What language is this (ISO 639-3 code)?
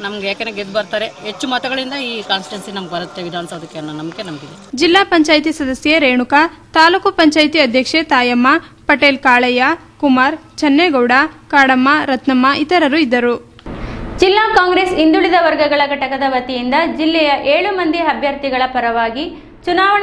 kan